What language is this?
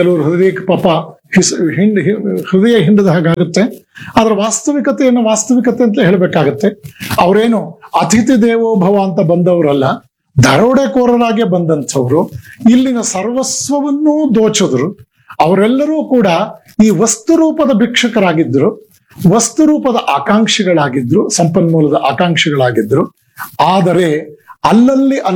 Kannada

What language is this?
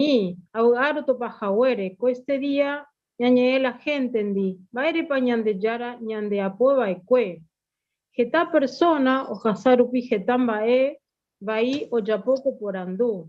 Guarani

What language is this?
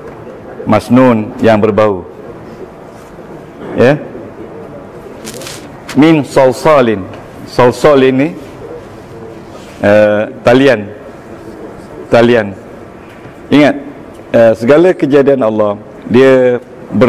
Malay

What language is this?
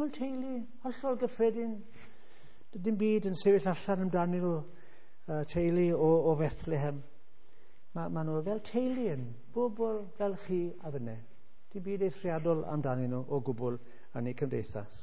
Welsh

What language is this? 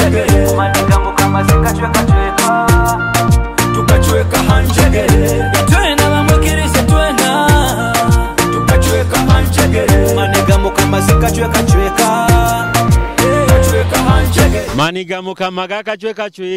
Nyoro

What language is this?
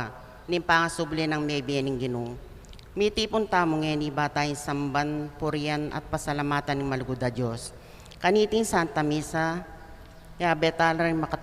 Pampanga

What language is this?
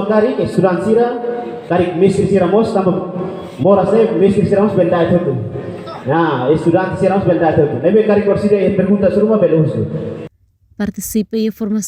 Tetum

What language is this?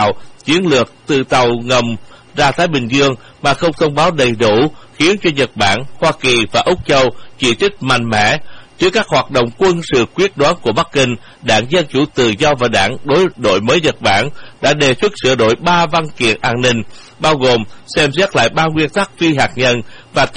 Vietnamese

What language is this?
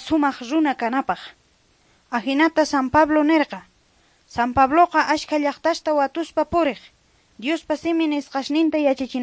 Quechua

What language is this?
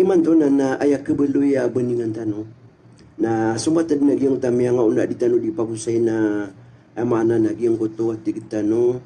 Maranao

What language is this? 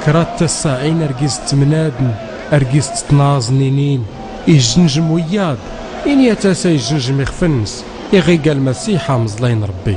Tachelhit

